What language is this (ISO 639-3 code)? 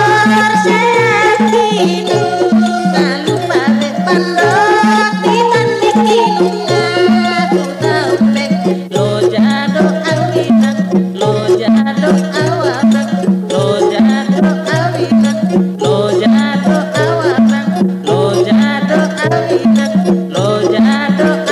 bbc